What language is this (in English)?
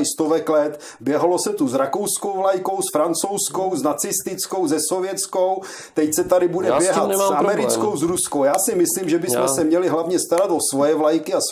Czech